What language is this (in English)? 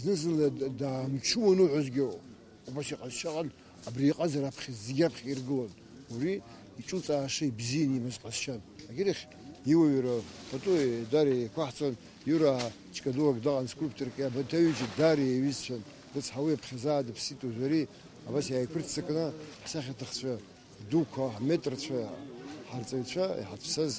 Abkhazian